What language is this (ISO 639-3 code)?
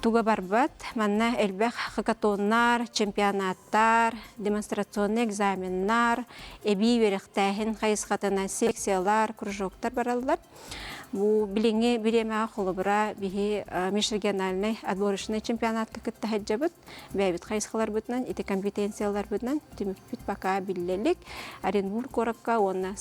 sah